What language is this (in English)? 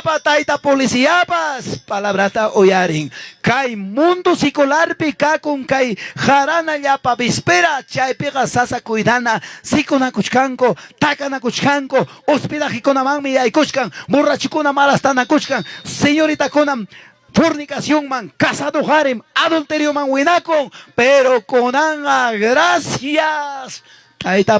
Ayacucho Quechua